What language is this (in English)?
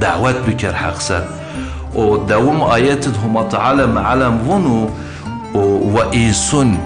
Zaza